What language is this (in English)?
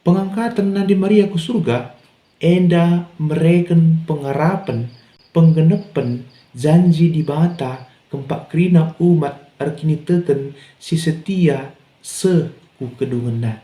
Batak Karo